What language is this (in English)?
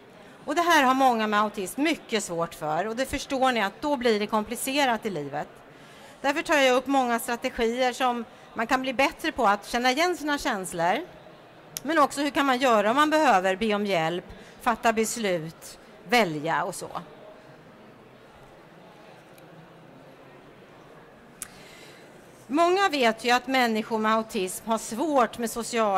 Swedish